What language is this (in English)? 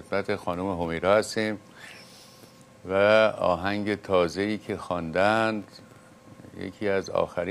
Persian